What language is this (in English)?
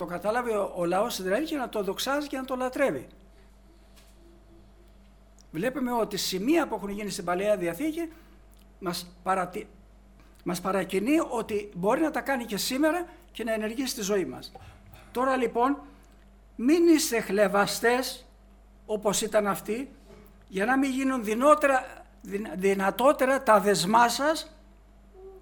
Greek